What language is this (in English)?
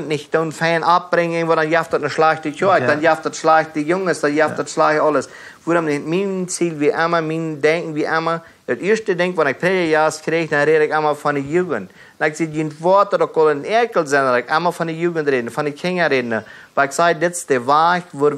Plautdietsch